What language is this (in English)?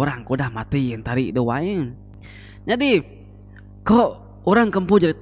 Iban